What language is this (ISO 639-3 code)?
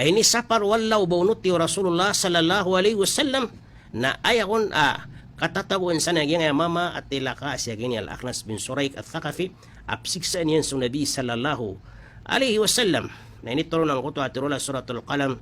mrw